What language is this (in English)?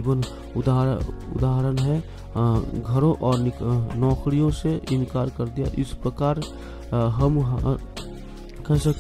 Hindi